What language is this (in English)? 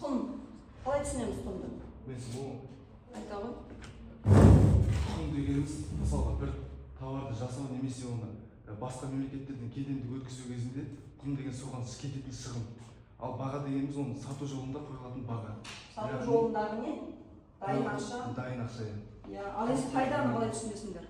Kazakh